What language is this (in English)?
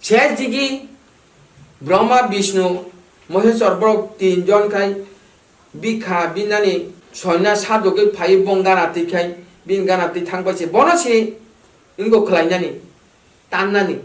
Kok Borok